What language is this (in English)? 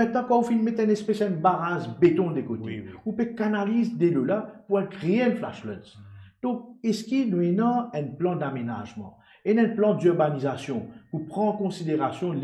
Morisyen